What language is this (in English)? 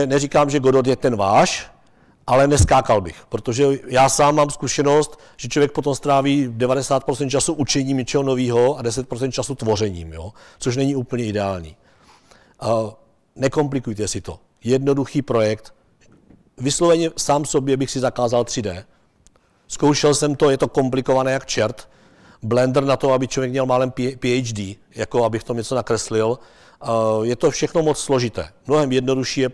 Czech